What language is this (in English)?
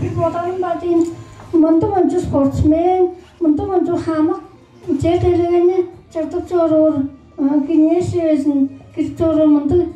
Tuvinian